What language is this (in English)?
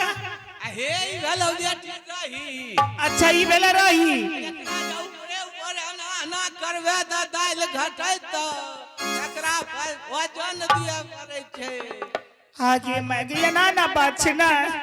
Angika